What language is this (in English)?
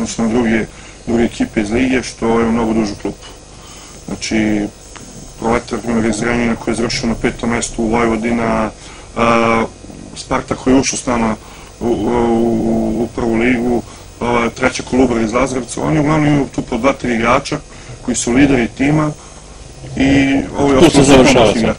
Serbian